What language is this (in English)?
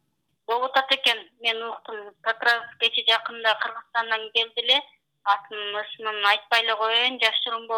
Kyrgyz